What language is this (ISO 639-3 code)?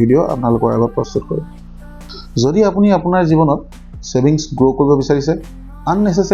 asm